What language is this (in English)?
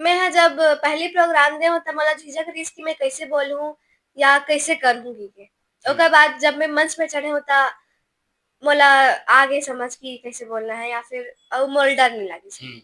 Chhattisgarhi